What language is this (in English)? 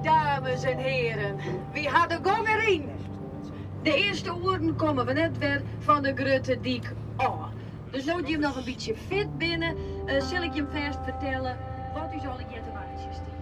Western Frisian